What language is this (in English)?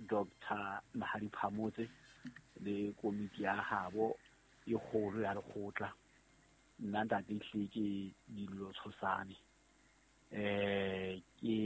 Southern Sotho